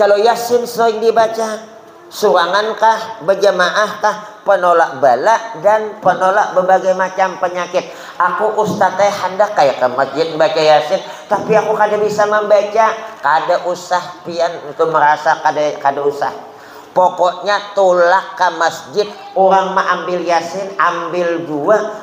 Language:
Banjar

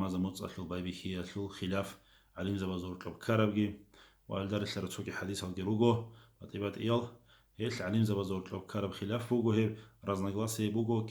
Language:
Avaric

